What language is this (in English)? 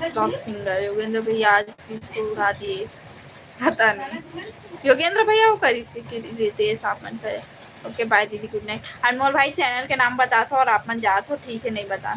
Chhattisgarhi